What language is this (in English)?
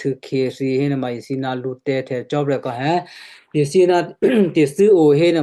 Western Kayah